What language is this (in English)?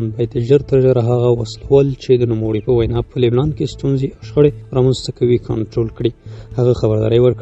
Pashto